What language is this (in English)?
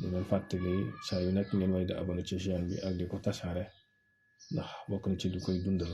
Wolof